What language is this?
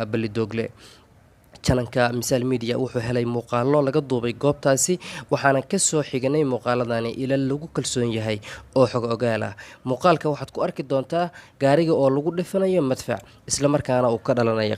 Somali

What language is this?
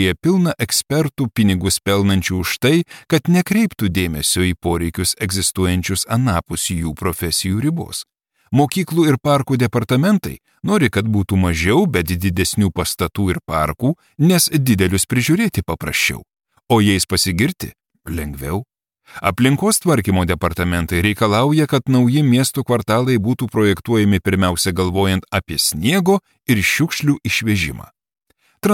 Lithuanian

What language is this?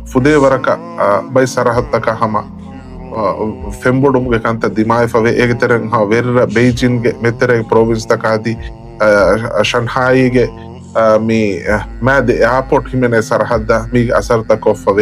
Divehi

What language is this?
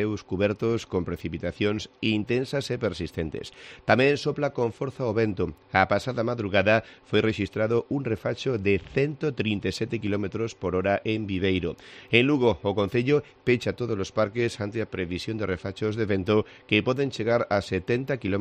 Galician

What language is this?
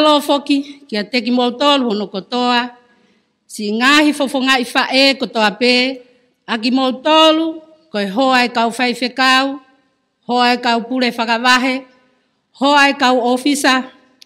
Tongan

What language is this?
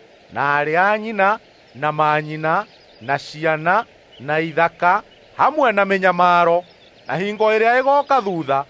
Kikuyu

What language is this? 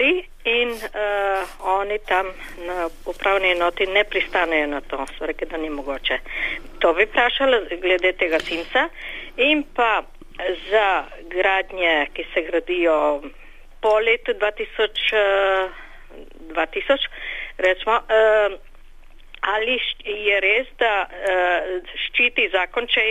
Slovenian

